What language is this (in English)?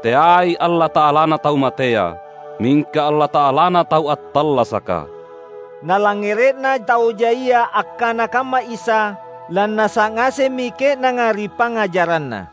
Makasar